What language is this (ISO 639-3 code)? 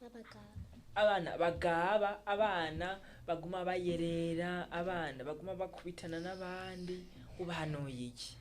run